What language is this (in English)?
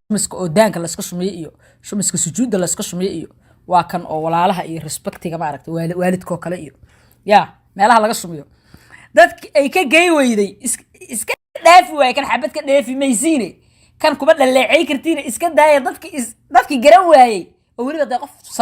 Somali